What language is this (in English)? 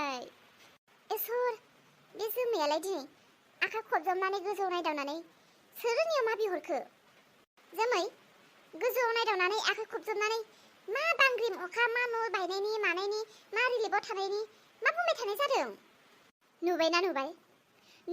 Bodo